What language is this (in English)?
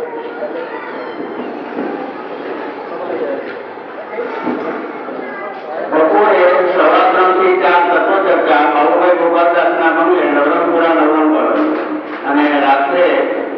Gujarati